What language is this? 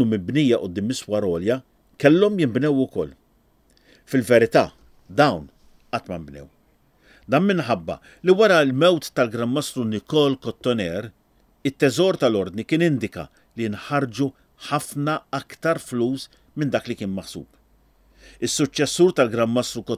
Maltese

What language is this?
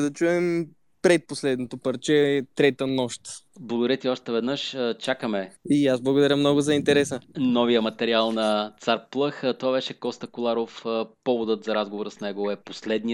Bulgarian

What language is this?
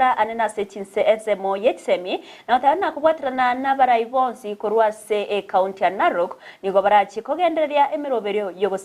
Gusii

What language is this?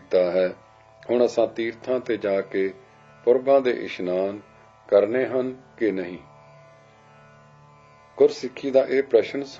Punjabi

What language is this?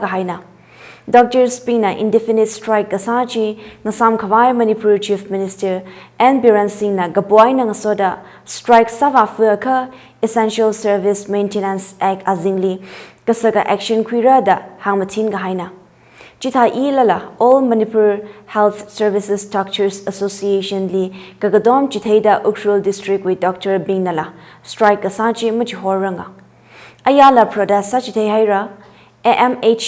Tangkhul Naga (India)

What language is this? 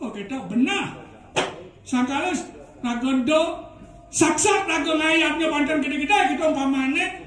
Balinese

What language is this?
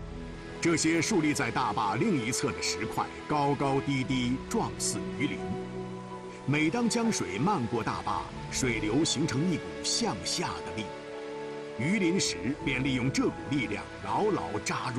Chinese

